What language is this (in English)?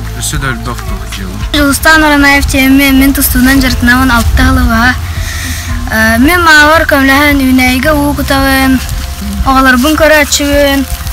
Yakut